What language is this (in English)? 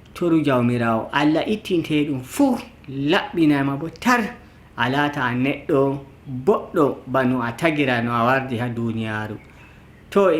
Nigerian Fulfulde